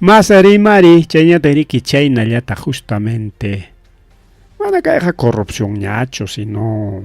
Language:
Ayacucho Quechua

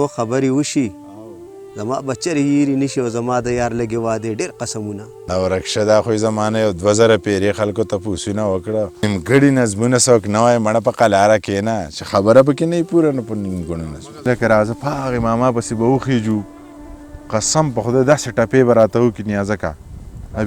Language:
Pashto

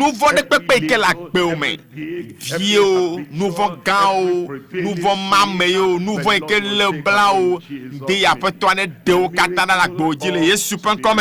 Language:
Ewe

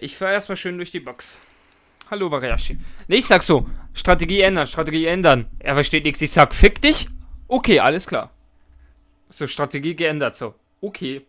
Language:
Swiss German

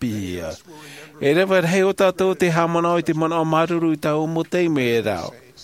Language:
Tahitian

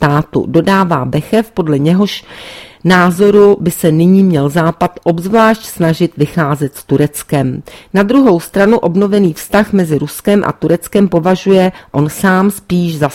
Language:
Czech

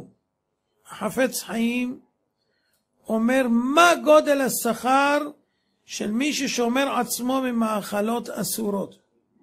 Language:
Hebrew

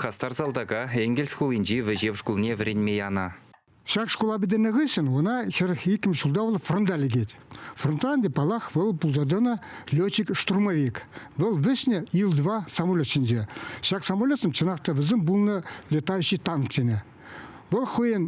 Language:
Chuvash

